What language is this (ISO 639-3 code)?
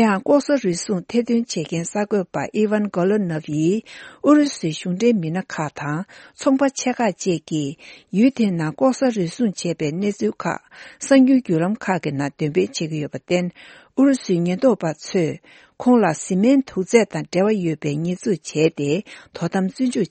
bod